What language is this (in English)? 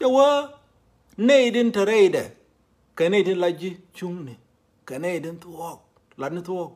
Nuer